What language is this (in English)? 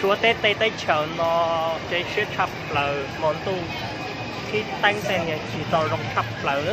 Hmong